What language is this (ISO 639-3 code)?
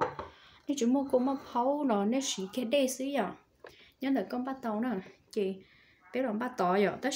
hmn